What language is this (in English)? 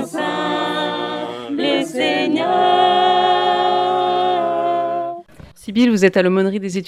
French